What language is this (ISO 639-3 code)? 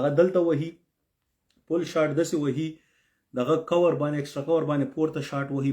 pus